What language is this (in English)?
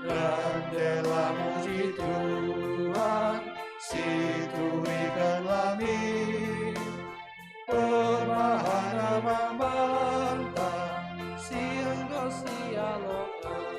Batak Karo